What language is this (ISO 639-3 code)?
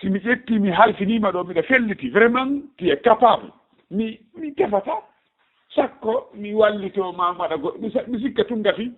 ful